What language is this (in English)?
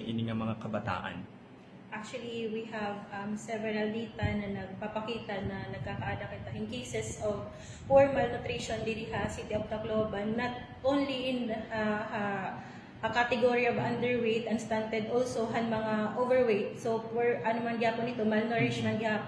Waray